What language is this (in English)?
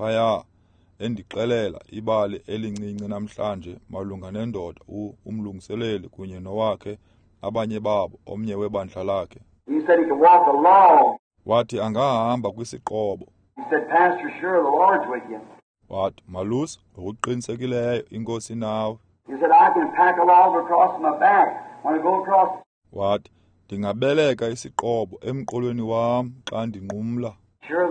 Xhosa